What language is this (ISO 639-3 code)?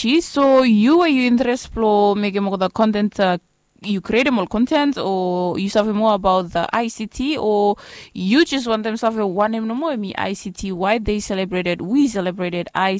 bis